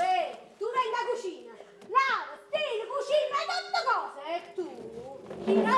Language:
Neapolitan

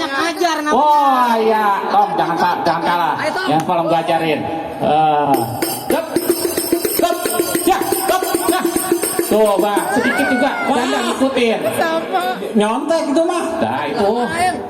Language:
Betawi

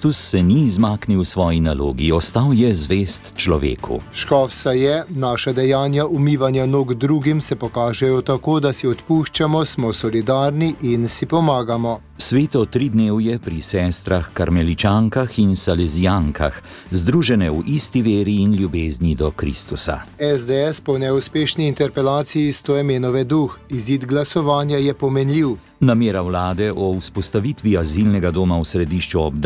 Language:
Slovenian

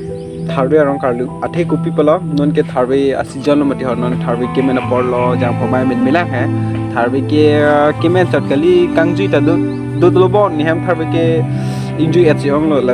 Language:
Karbi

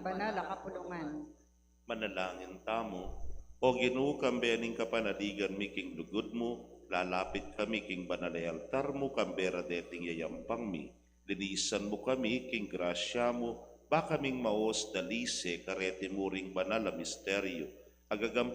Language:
Pampanga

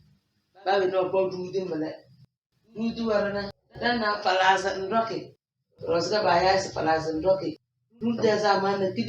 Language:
Tem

